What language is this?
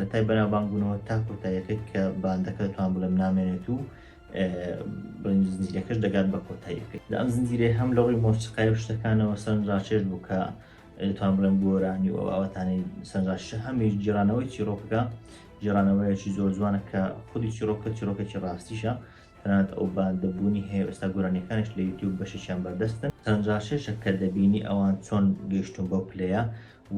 Central Kurdish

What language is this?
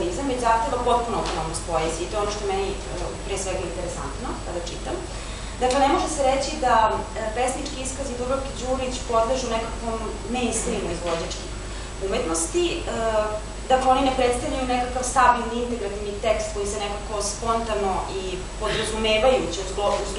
Serbian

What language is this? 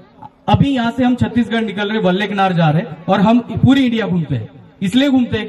Hindi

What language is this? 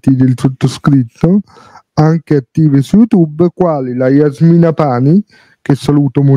Italian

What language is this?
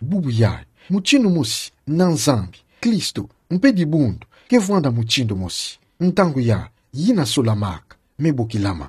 Kituba (Democratic Republic of Congo)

